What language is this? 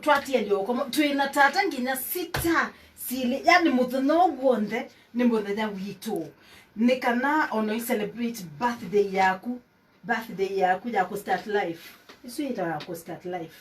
Kamba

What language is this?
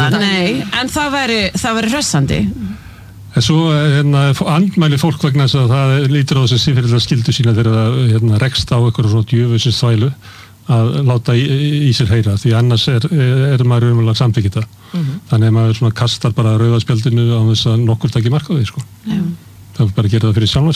Icelandic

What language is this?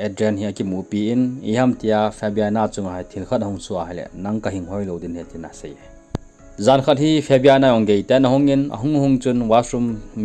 Thado Chin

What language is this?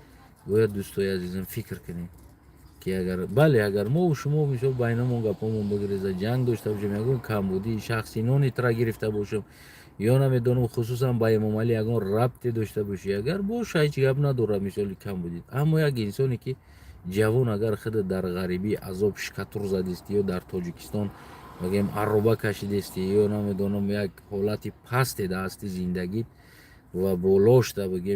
Tajik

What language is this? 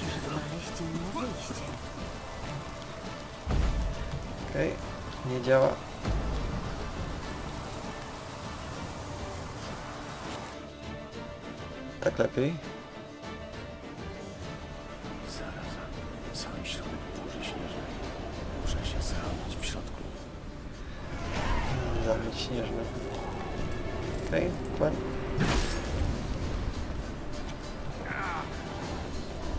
Polish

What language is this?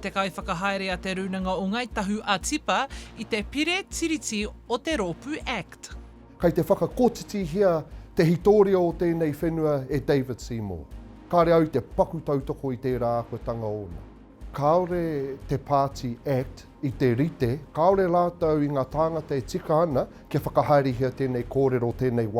Māori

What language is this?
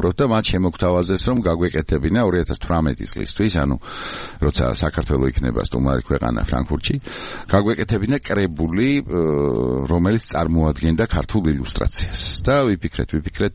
Georgian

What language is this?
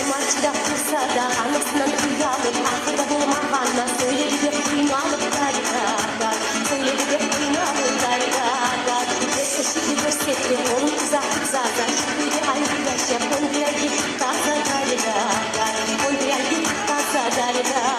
Kumyk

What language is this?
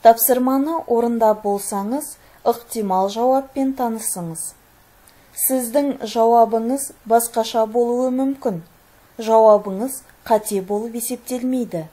Kazakh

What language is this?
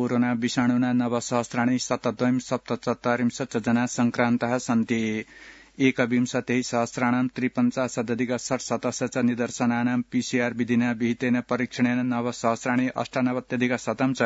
Sanskrit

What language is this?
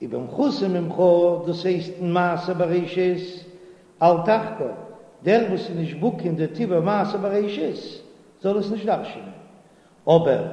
Yiddish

